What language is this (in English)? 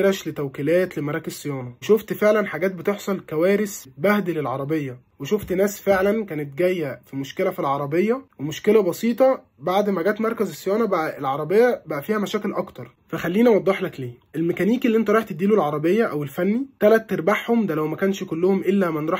Egyptian Arabic